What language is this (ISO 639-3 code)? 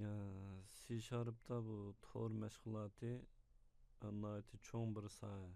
uig